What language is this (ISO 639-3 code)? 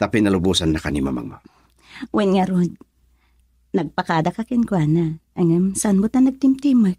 ilo